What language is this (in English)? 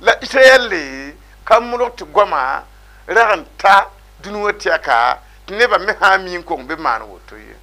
Mossi